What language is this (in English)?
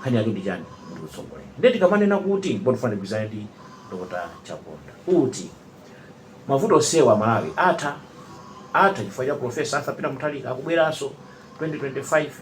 Nyanja